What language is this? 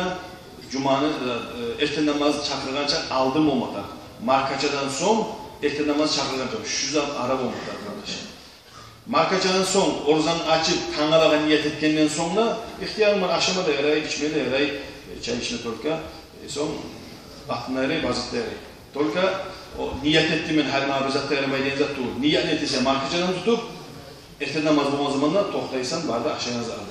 Kumyk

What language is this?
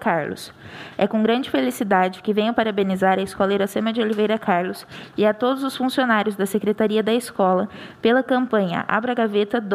Portuguese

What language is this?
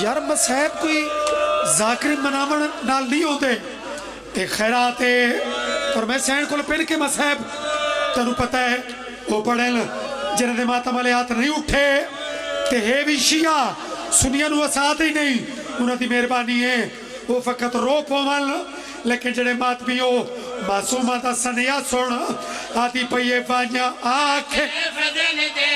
Pahari-Potwari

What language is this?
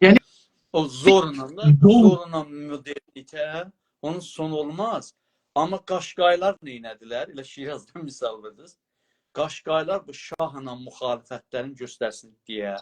South Azerbaijani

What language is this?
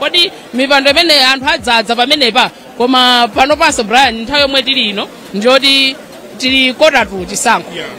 Nyanja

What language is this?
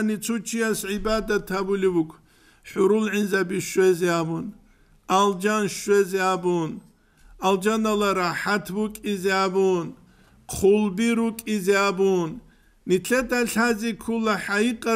Avaric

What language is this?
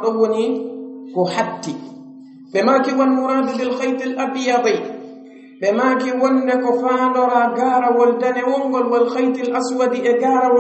Pular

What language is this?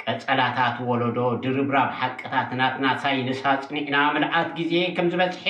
Tigrinya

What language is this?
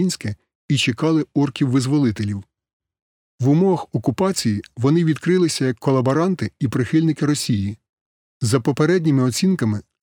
Ukrainian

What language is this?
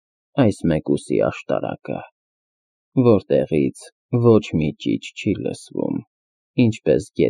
Armenian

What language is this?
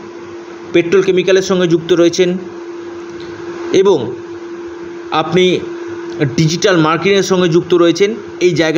Bangla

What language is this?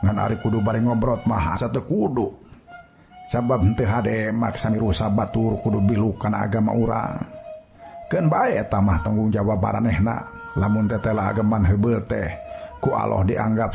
Sundanese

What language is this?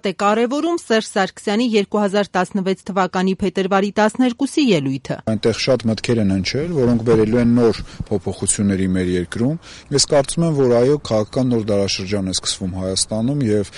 Armenian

